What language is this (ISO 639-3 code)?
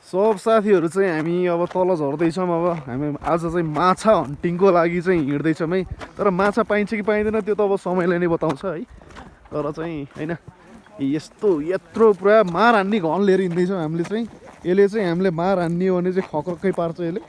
nep